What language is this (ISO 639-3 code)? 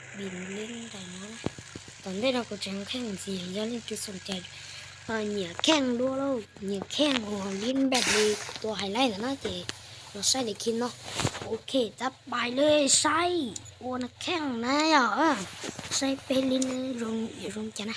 lao